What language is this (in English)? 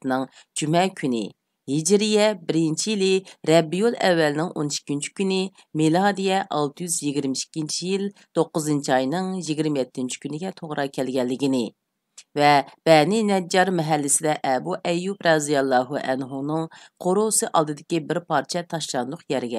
Uyghur